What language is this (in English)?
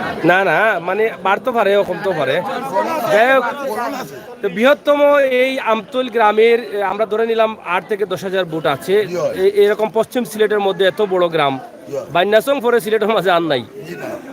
Sylheti